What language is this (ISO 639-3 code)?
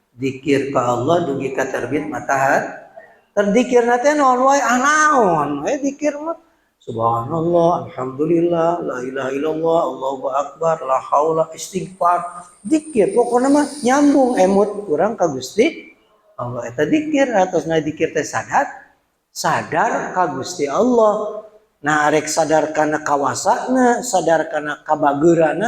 sun